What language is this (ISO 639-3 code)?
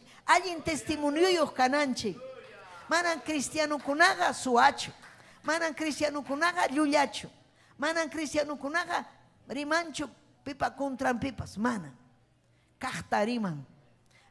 quy